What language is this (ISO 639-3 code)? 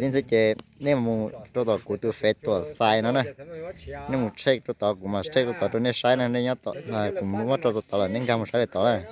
hmn